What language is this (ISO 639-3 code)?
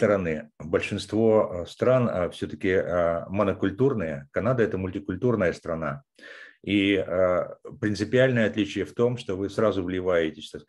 rus